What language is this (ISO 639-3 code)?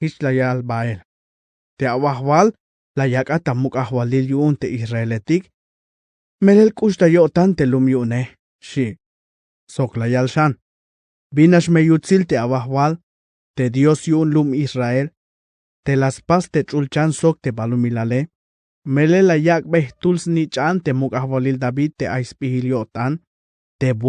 tzh